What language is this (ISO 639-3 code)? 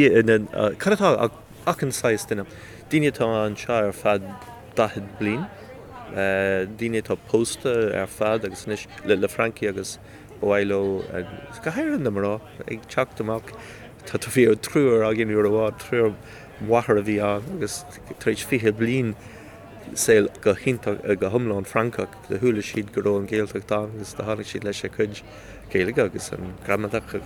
gle